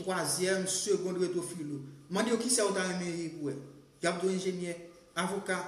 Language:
Haitian Creole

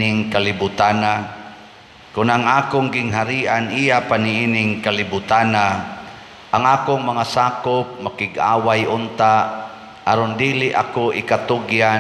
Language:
Cebuano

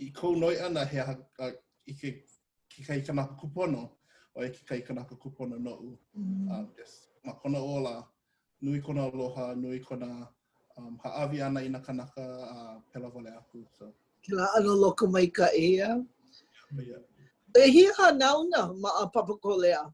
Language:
Hawaiian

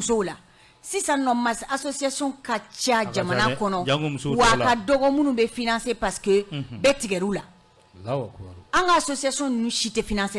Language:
Bambara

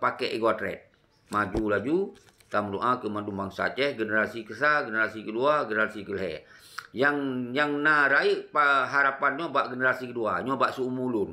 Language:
Achinese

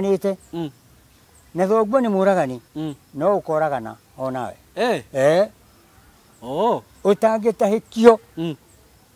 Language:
Kikuyu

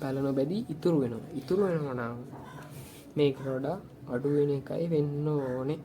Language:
Sinhala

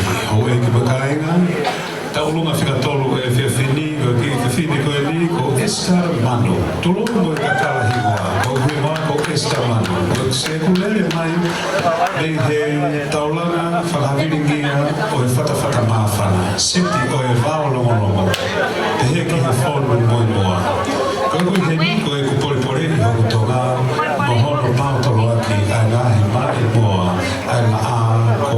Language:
Tongan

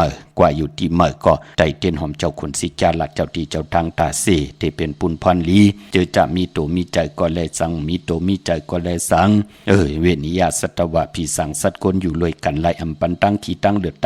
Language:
Shan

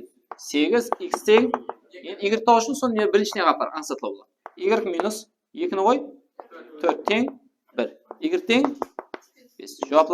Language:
Kara-Kalpak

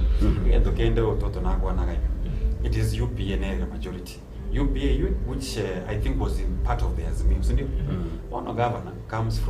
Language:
Gusii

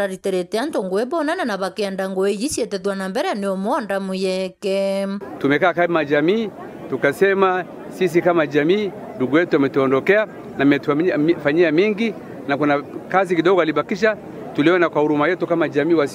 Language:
Meru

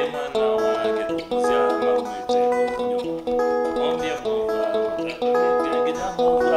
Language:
Kamba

